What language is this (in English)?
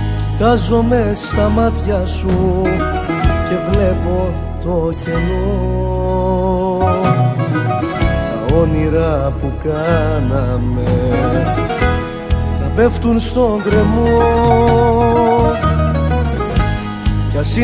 Greek